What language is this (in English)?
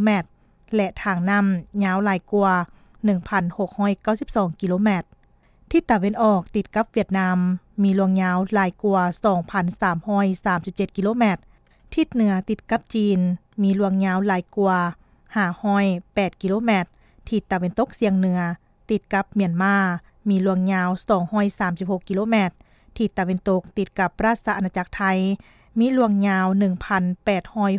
Lao